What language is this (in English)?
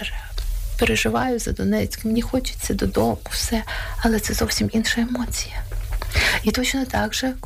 Ukrainian